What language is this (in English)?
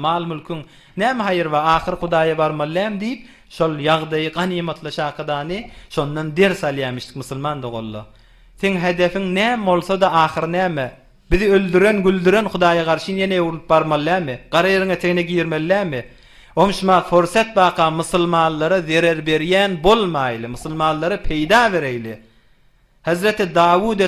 Turkmen